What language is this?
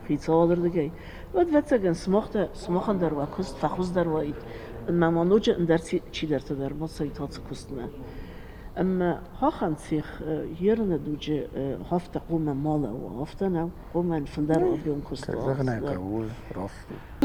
Ossetic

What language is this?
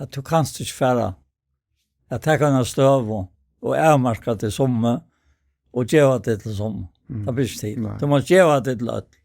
Faroese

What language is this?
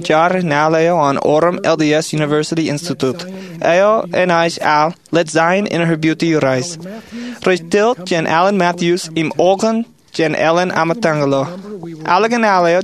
Marshallese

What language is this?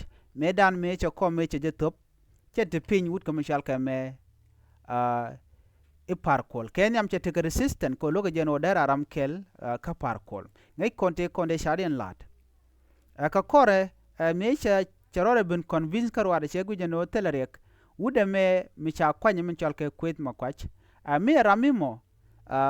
Nuer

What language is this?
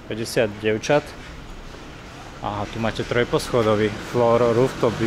Slovak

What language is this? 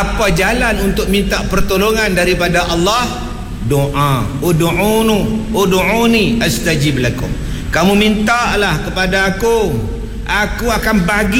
Malay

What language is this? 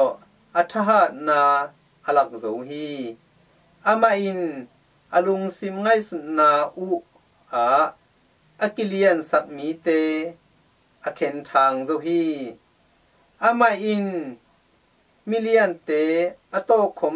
Tedim Chin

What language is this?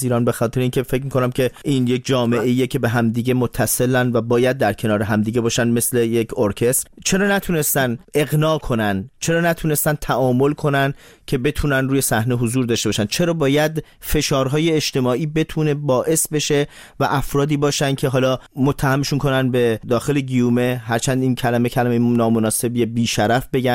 Persian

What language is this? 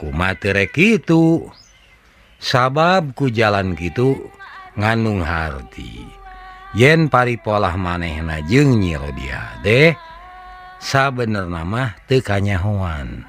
Sundanese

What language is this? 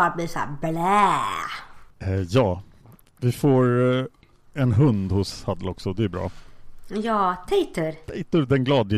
Swedish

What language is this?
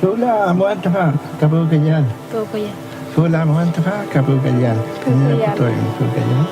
Mapuche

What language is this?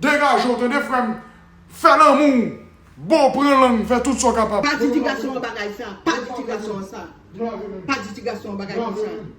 Haitian Creole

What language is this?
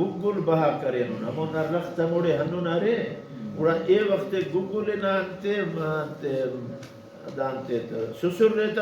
Brahui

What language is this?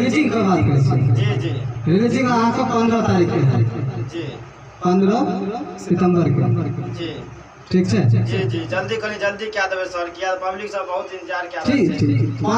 Maithili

